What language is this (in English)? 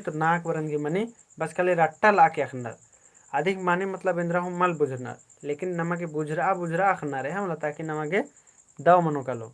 Kurukh